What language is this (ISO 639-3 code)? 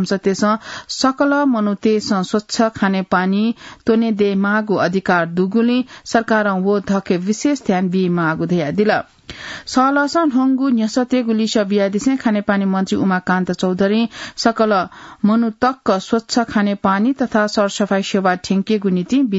new